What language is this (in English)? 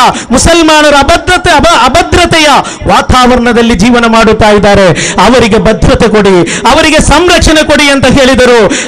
Kannada